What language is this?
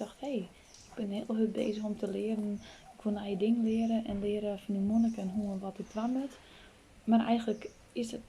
Western Frisian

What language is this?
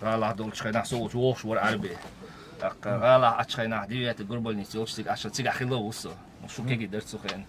Chechen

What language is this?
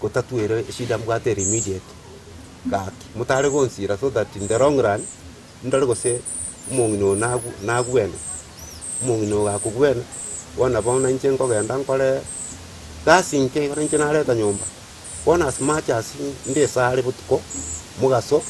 Gusii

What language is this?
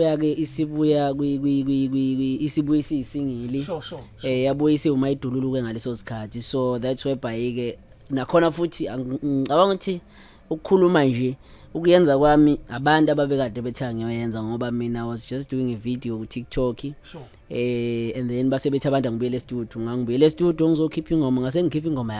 Zulu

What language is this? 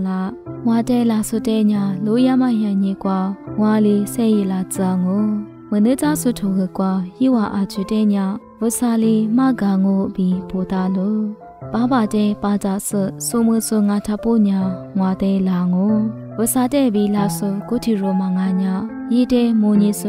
Lisu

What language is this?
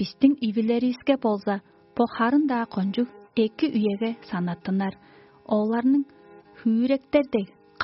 Tuvinian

